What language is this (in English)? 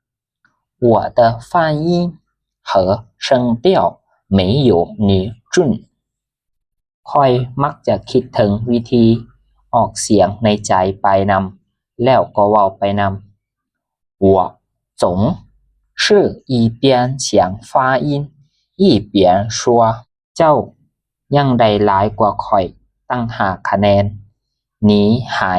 Lao